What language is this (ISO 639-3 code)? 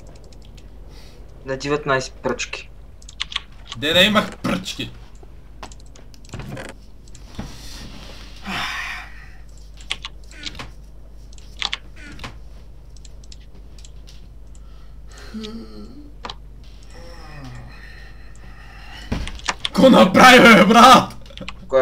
bul